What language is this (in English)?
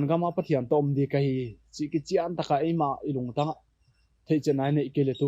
Paite Chin